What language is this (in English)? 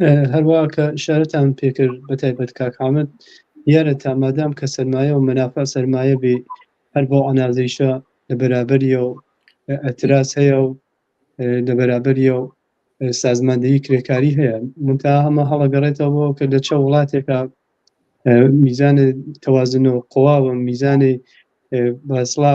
Central Kurdish